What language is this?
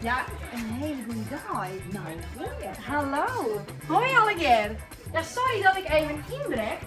Western Frisian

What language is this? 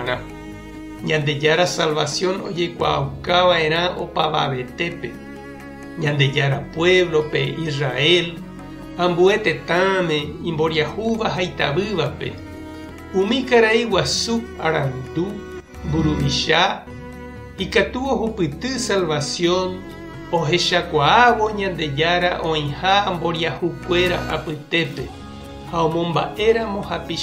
Guarani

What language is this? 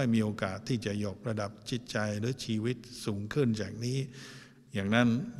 Thai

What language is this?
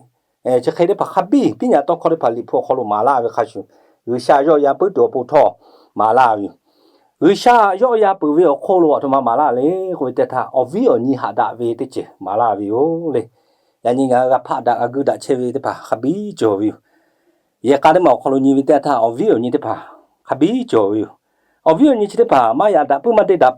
Lahu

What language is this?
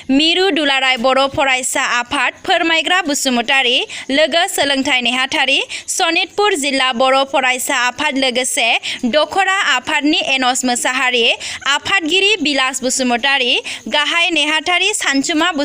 Bodo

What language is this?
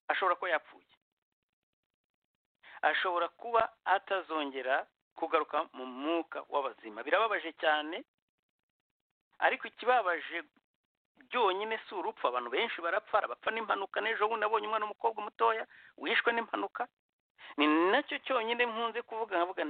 Kinyarwanda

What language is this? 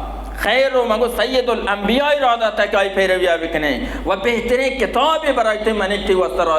Baluchi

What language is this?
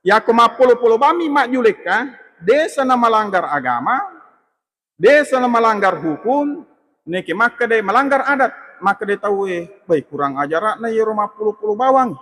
Buginese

